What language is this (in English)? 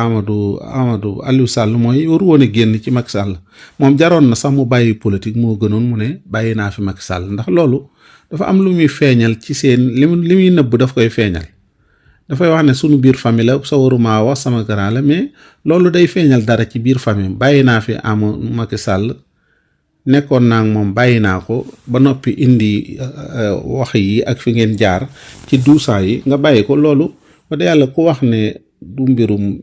Wolof